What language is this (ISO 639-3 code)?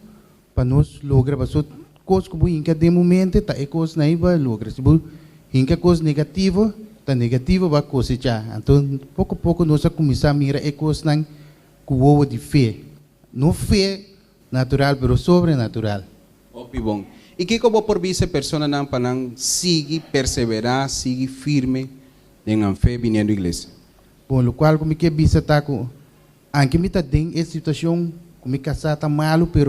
pap